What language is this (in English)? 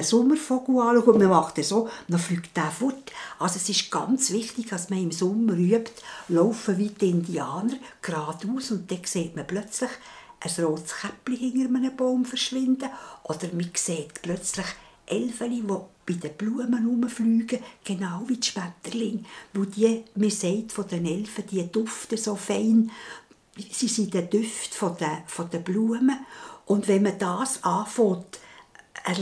Swiss German